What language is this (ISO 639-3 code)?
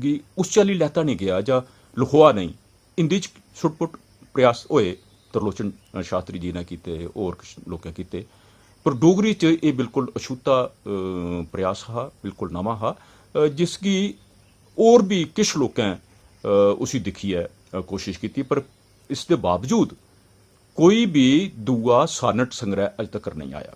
doi